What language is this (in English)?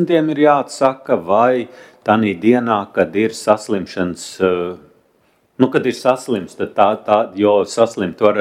Latvian